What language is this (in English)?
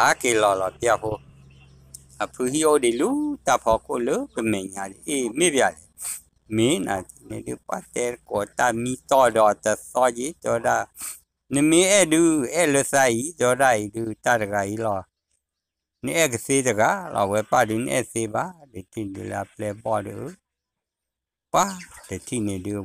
S'gaw Karen